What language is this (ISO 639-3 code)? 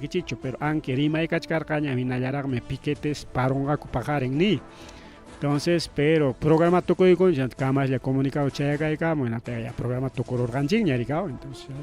quy